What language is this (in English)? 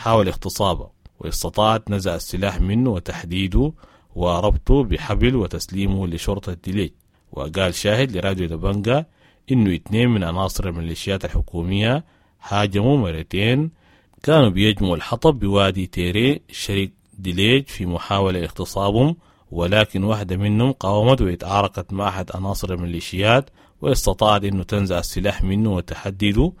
Sudanese Arabic